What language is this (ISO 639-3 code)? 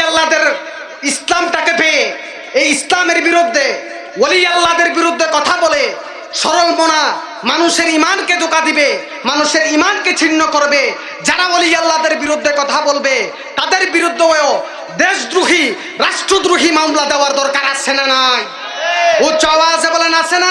ben